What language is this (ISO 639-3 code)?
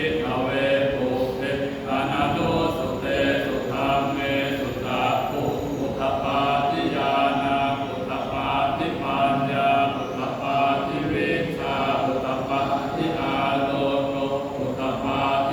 pli